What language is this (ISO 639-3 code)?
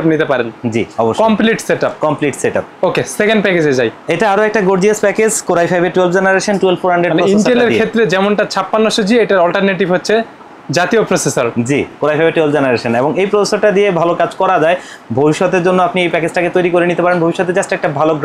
ben